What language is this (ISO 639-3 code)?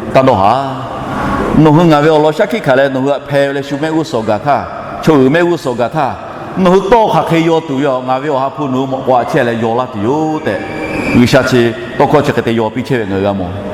lhu